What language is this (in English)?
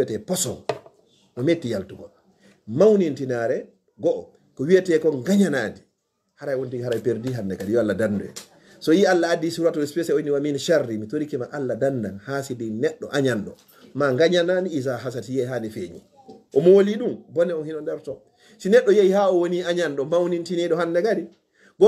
Fula